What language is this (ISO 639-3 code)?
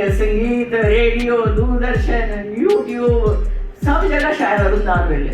doi